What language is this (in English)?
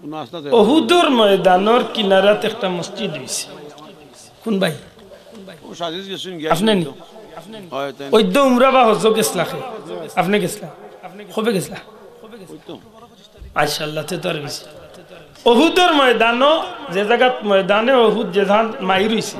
Sylheti